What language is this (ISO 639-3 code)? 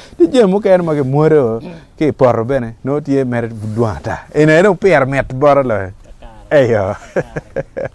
ach